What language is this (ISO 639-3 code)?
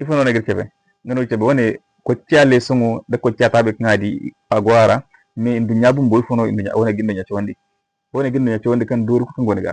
dje